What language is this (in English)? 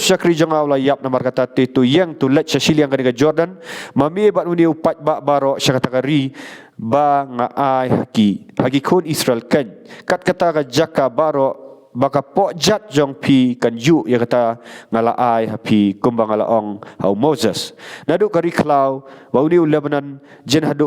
Khasi